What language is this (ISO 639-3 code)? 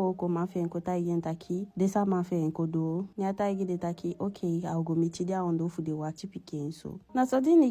djk